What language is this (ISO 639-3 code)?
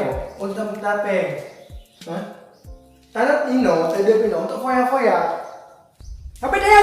ace